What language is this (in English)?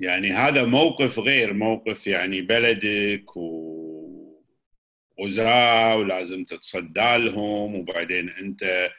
Gulf Arabic